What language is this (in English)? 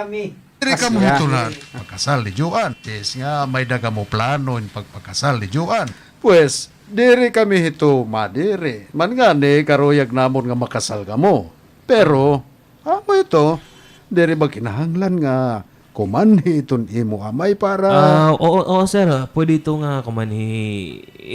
Waray